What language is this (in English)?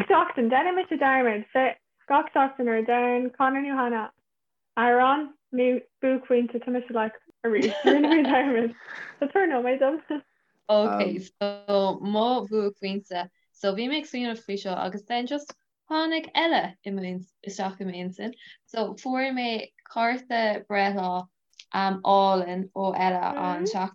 Irish